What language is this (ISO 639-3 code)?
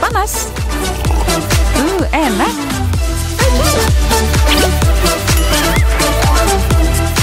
ind